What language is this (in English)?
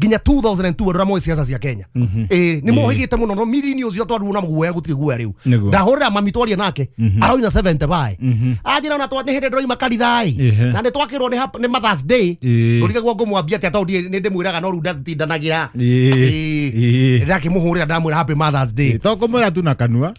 Kikuyu